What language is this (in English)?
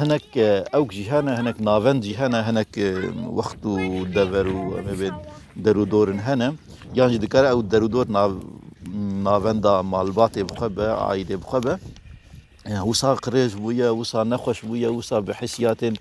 Kurdish